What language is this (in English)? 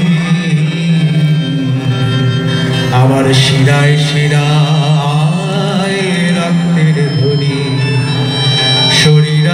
Bangla